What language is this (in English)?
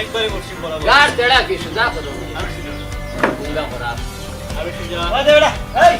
Sylheti